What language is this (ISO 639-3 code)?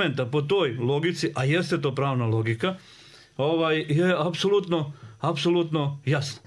bos